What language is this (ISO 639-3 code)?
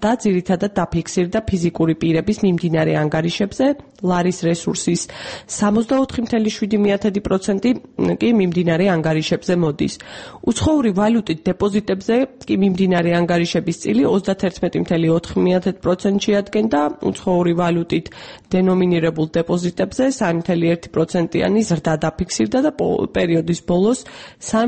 kat